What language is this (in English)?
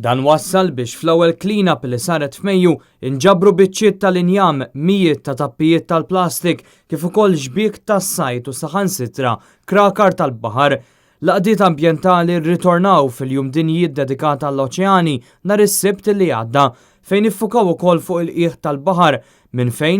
Maltese